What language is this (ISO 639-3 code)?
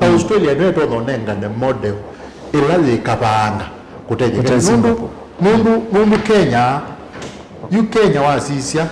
kam